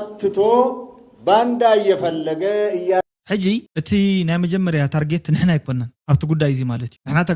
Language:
Tigrinya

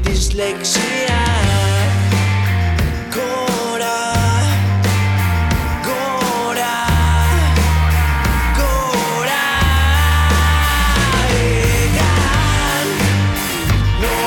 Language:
Basque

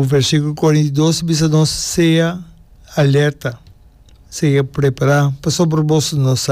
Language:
Papiamento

